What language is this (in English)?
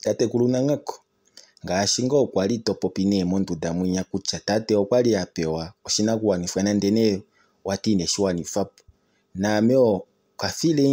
Kuanyama